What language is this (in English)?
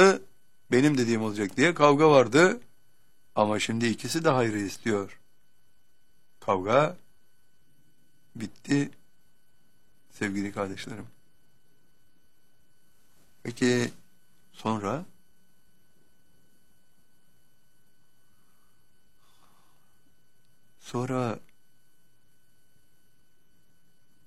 Turkish